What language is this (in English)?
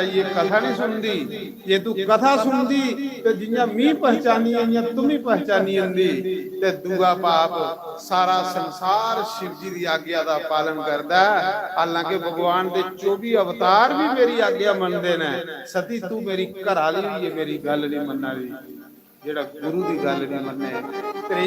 Dogri